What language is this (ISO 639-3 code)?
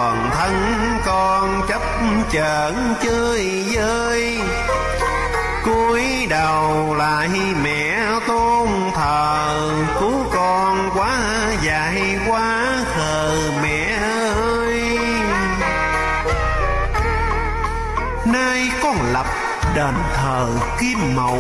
vie